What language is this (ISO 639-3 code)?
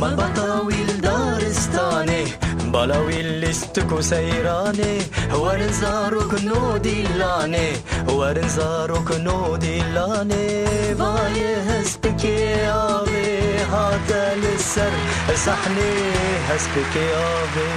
kur